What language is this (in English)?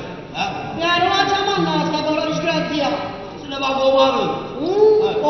Neapolitan